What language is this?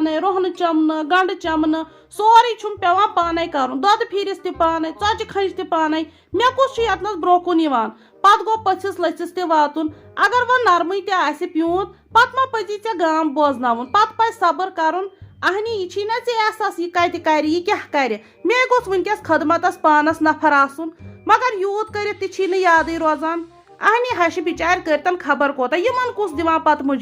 Kashmiri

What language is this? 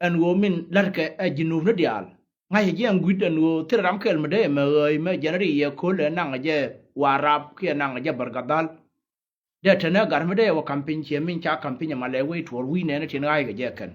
Nuer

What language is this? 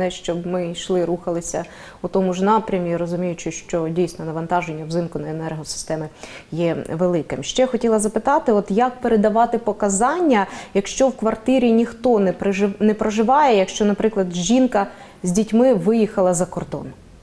Ukrainian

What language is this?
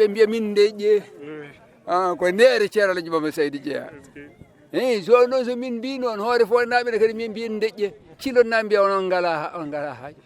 Fula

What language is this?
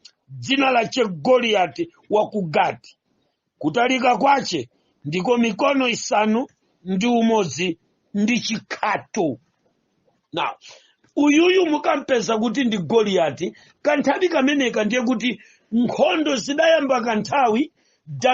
Nyanja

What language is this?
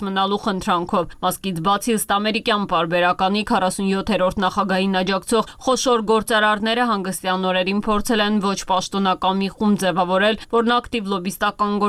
Armenian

